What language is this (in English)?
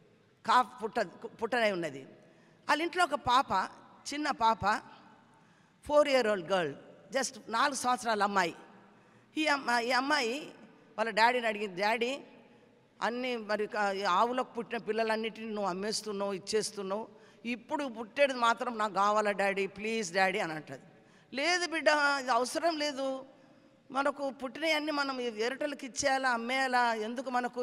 Telugu